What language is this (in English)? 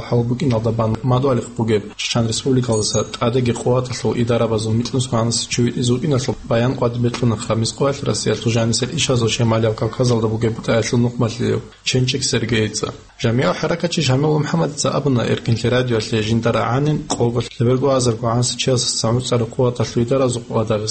Avaric